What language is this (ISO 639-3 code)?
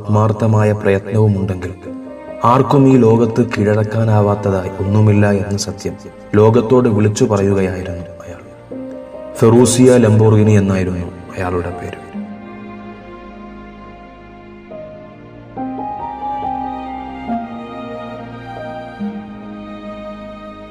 mal